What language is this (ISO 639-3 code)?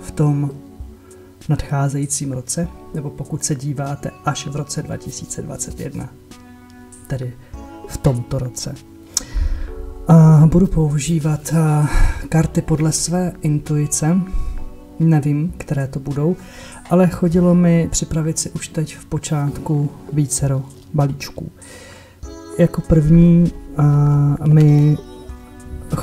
ces